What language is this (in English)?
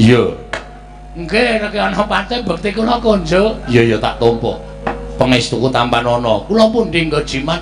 Javanese